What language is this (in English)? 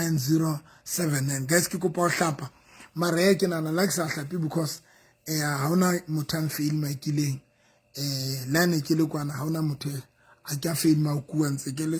Southern Sotho